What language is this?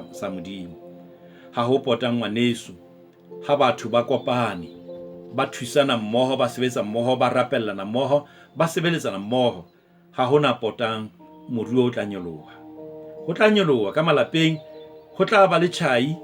Southern Sotho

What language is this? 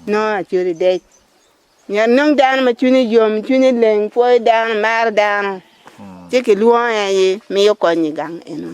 Acoli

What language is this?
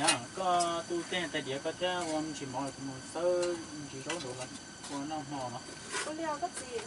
Hmong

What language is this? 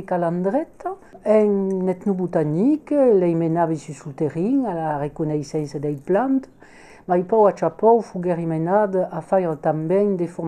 Occitan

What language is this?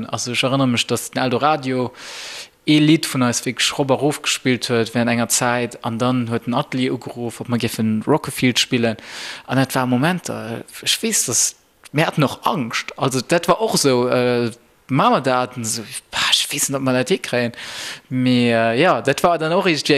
Luxembourgish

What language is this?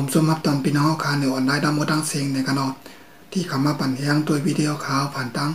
Shan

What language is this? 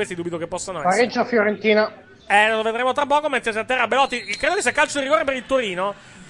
Italian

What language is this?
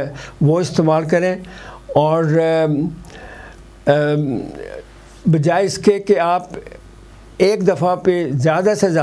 Urdu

